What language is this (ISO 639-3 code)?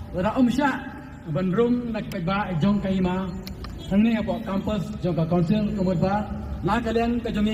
kha